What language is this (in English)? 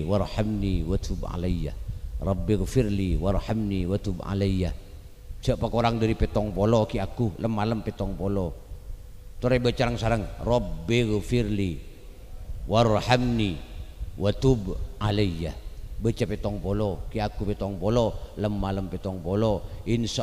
Madurese